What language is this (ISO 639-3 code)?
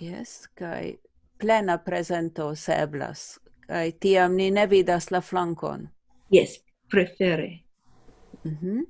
epo